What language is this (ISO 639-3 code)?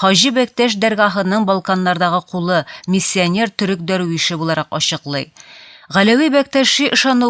tat